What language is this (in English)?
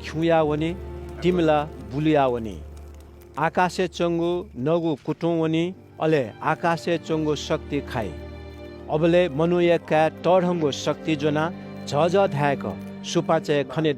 Newari